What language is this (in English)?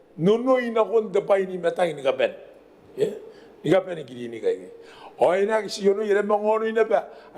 Gilbertese